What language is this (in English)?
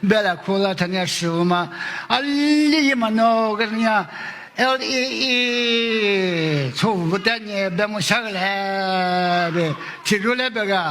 Lisu